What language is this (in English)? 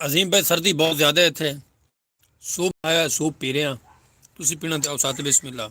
Saraiki